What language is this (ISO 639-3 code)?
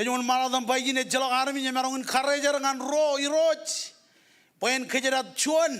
mah